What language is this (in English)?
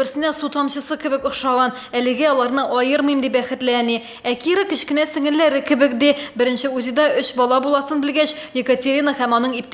Tatar